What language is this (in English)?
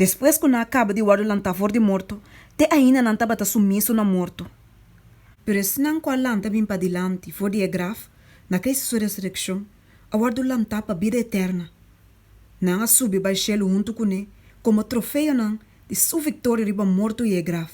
Papiamento